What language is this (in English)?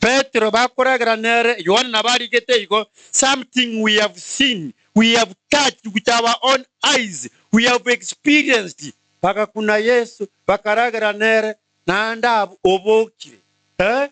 Gusii